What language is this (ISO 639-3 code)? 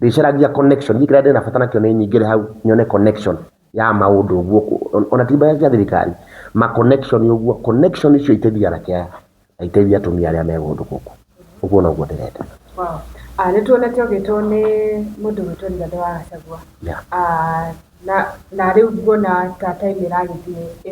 kik